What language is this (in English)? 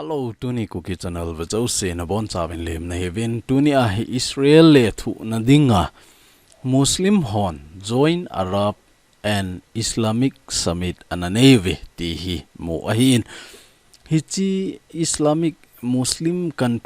Thado Chin